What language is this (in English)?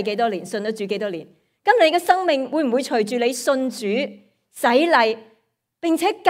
Cantonese